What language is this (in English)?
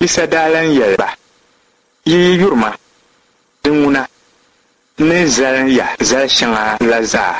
Dagbani